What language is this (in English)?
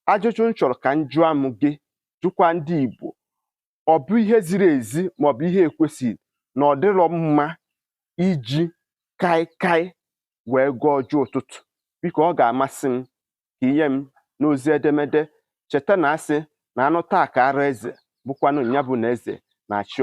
Igbo